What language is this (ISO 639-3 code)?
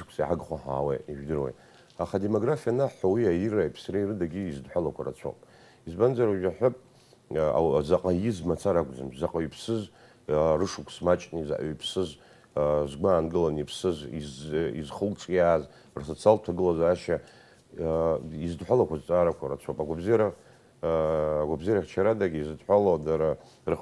abk